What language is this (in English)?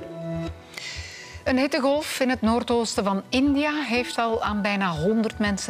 Dutch